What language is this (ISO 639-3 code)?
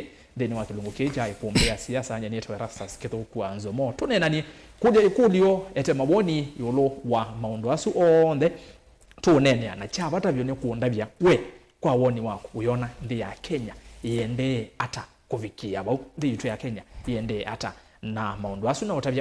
kam